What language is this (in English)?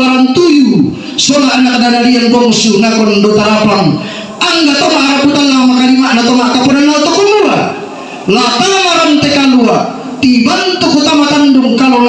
Toraja-Sa'dan